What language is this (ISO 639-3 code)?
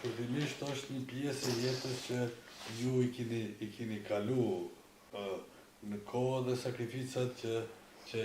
sqi